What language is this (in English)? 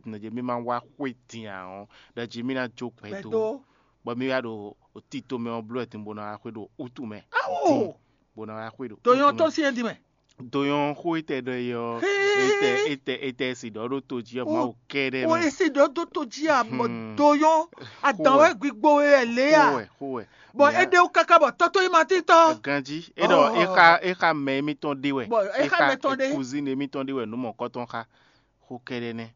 Fon